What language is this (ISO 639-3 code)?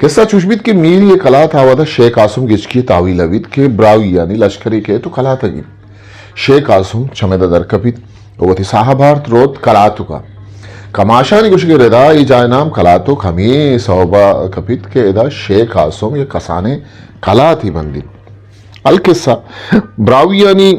bgp